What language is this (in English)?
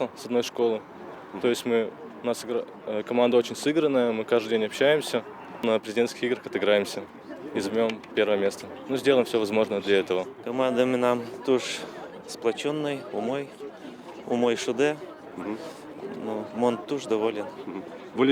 Udmurt